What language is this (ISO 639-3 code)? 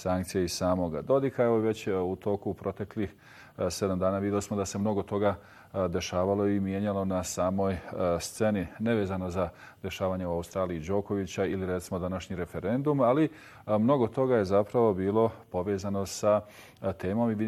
bos